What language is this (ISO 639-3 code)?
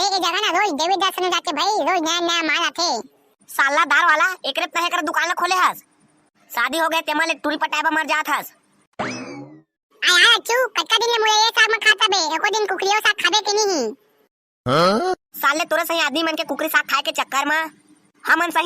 hne